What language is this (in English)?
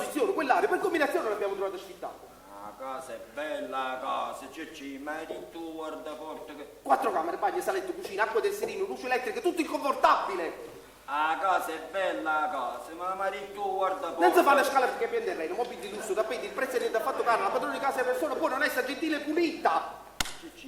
Neapolitan